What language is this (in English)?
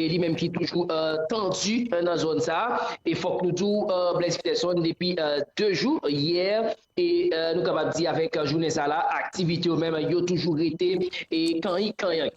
Haitian Creole